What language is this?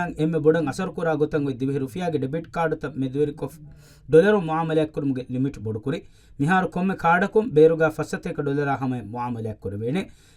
Divehi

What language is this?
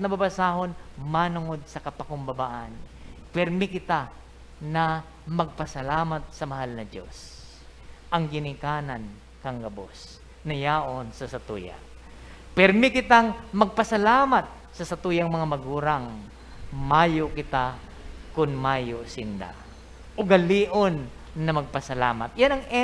Bikol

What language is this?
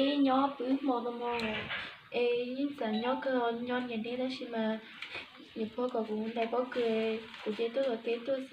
Hmong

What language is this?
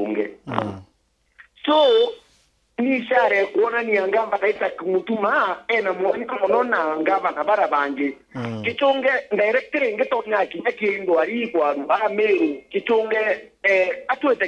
Meru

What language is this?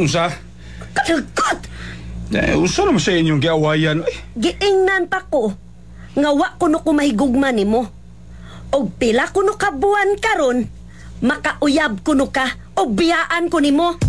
Cebuano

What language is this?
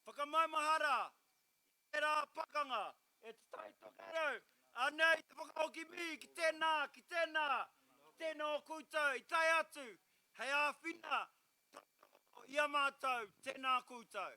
Māori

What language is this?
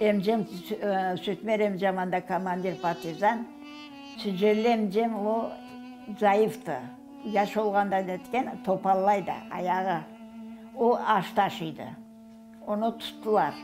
Crimean Tatar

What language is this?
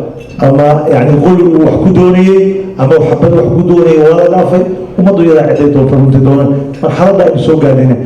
Somali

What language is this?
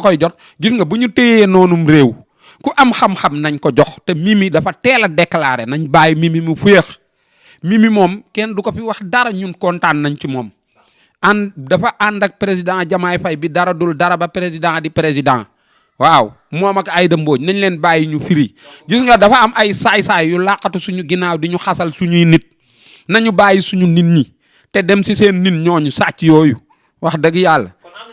Wolof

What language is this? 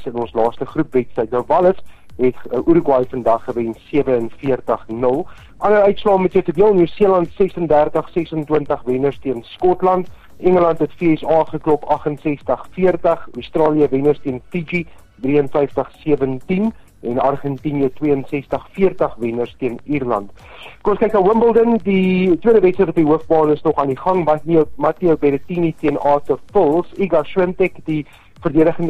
Afrikaans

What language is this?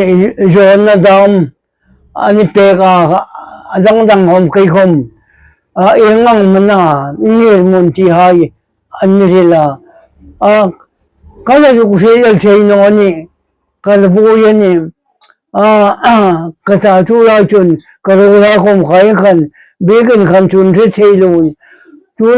Hmar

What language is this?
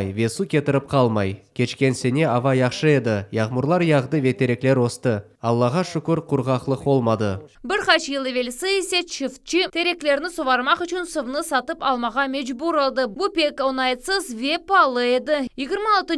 Crimean Tatar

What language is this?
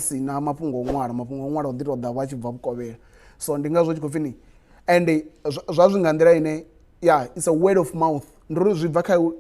Venda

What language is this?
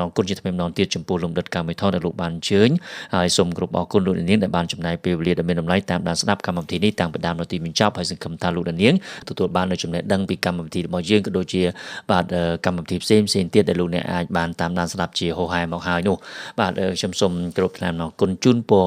Khmer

